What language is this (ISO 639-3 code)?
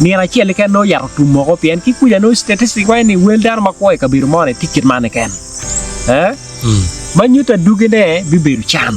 ach